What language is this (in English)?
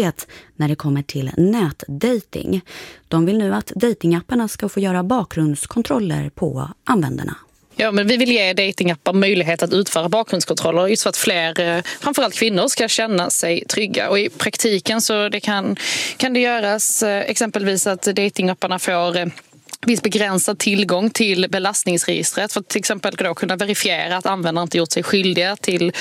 Swedish